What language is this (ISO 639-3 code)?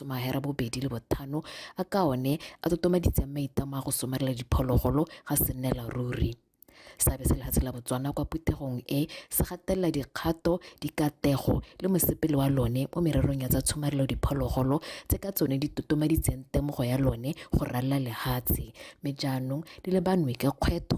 tsn